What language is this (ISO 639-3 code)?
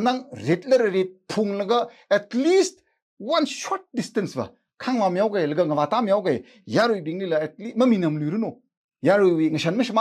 nmf